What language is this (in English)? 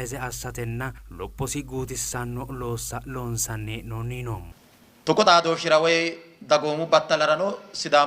Sidamo